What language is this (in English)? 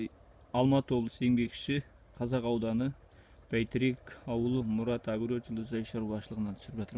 Kazakh